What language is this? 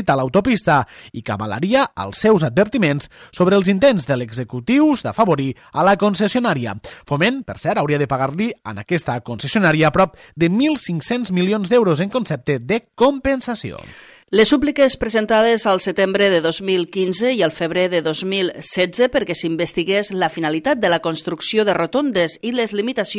Catalan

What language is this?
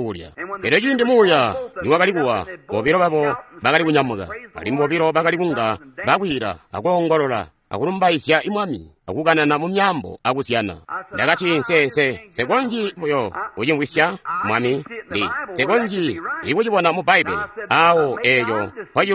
Tonga (Zambia)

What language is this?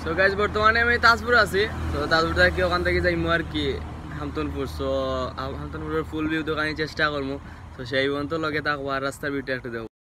Sylheti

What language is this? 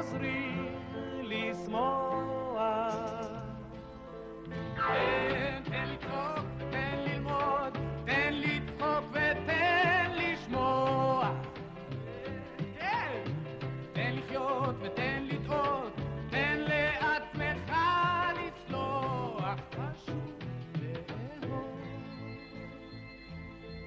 Hebrew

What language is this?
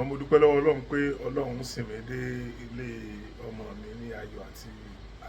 Yoruba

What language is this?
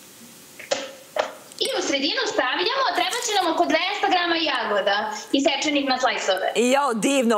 Serbian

